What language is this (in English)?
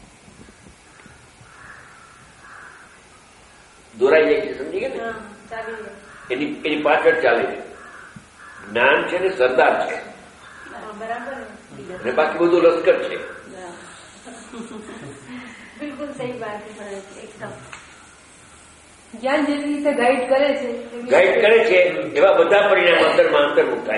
Gujarati